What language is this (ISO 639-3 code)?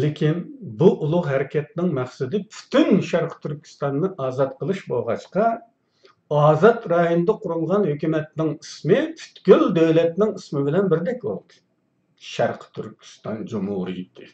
uig